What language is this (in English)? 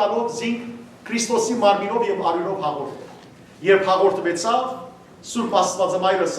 Western Armenian